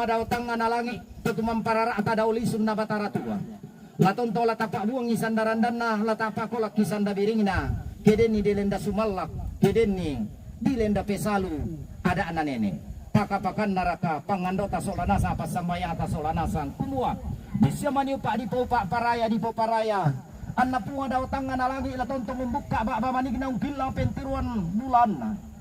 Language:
Toraja-Sa'dan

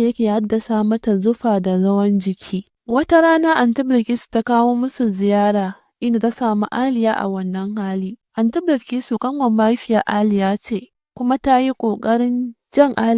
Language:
Hausa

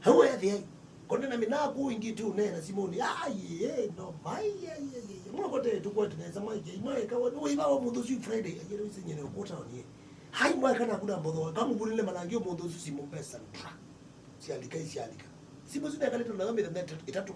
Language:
Kamba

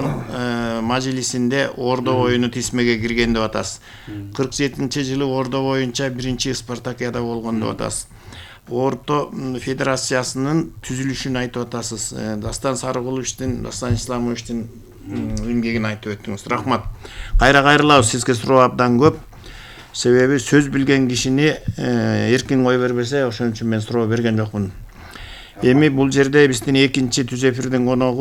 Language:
Kyrgyz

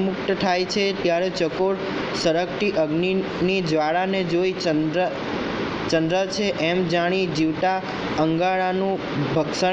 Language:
Gujarati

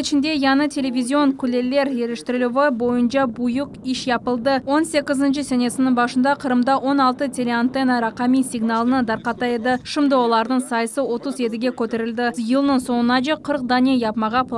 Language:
Crimean Tatar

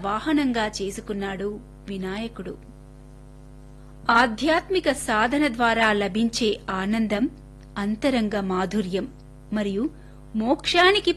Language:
Telugu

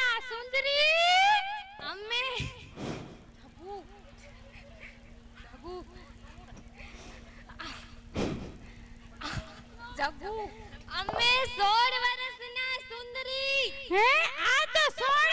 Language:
Gujarati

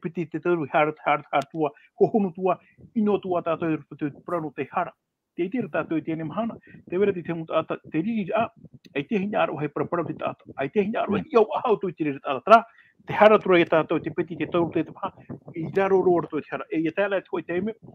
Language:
Tahitian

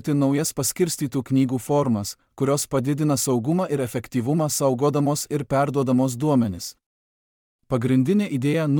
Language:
Lithuanian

